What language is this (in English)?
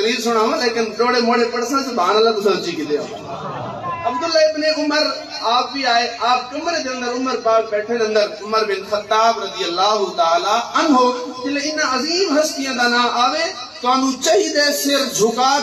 Saraiki